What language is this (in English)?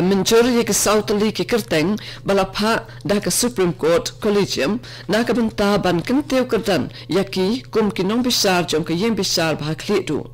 Khasi